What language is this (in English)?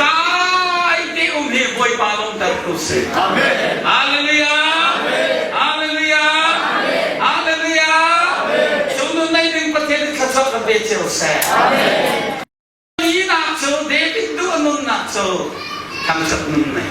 Hakha Chin